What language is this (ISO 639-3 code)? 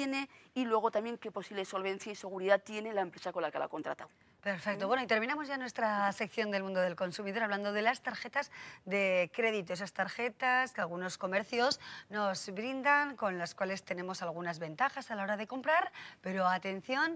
spa